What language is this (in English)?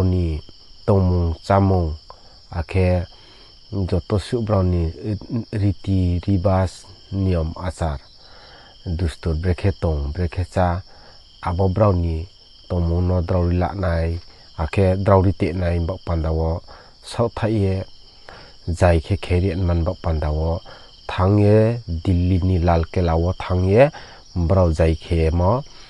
Riang (India)